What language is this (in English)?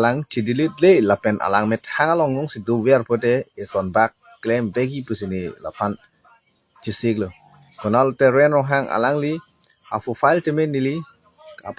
Karbi